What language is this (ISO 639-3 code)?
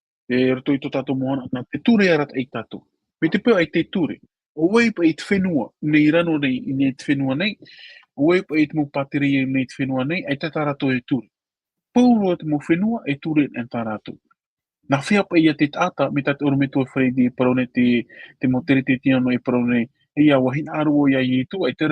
tah